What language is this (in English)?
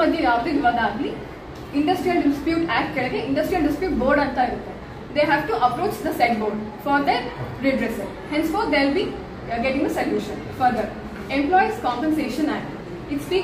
Kannada